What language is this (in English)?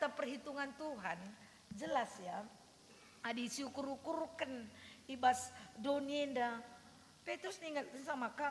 Batak Karo